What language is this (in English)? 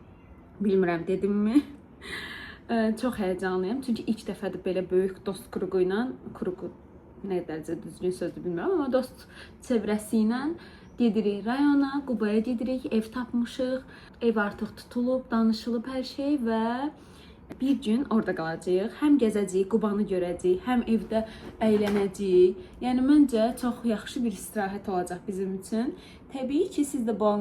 Azerbaijani